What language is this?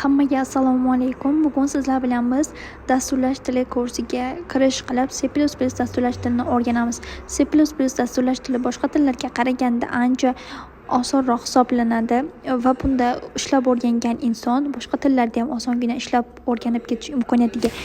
Uzbek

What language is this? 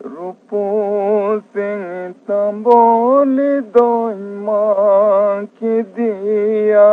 Santali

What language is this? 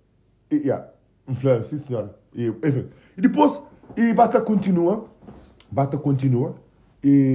Kabuverdianu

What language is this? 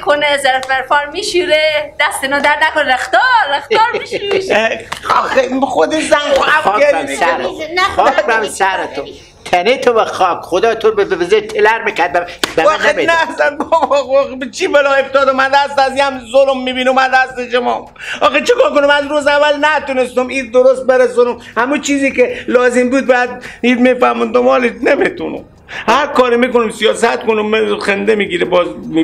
Persian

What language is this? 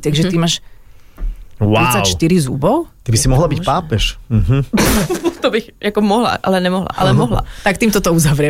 Slovak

